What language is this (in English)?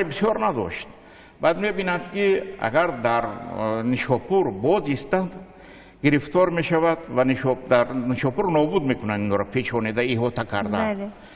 Tajik